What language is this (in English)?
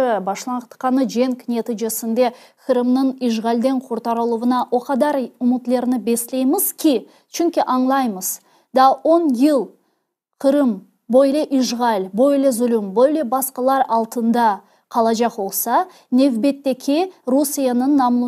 Crimean Tatar